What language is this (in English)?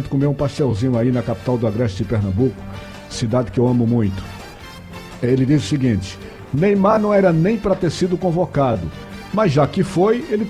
Portuguese